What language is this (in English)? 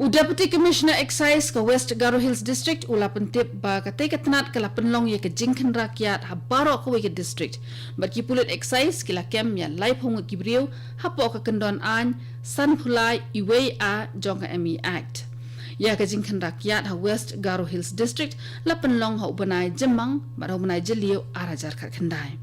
Khasi